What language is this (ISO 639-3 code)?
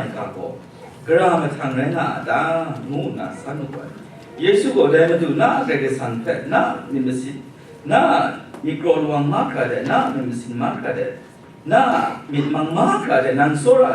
kac